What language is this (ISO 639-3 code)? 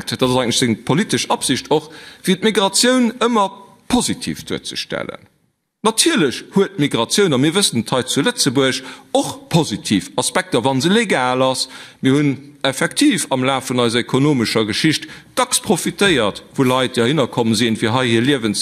ltz